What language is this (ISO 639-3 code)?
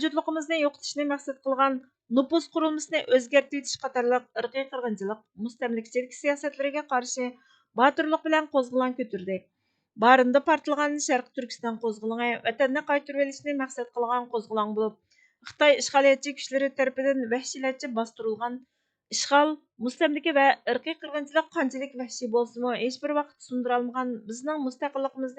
uig